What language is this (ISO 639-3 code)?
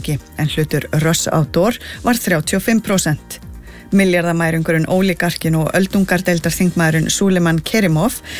isl